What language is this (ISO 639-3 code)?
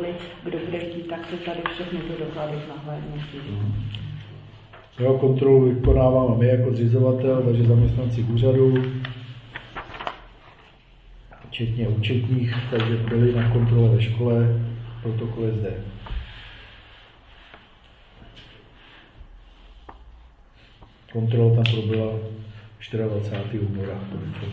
ces